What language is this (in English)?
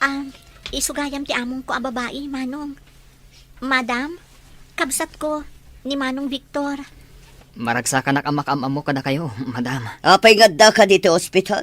Iloko